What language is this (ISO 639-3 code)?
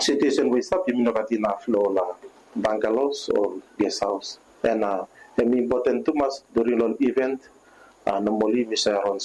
bis